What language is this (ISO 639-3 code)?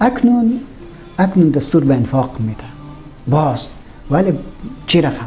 fas